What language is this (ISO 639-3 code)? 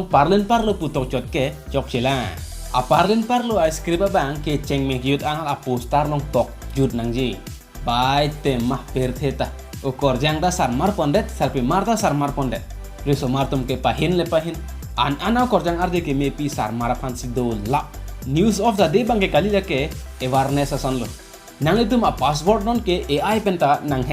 mjw